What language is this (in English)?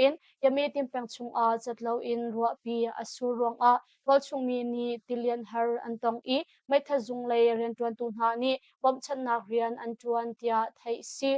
Hakha Chin